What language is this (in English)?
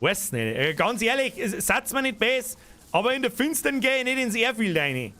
Bavarian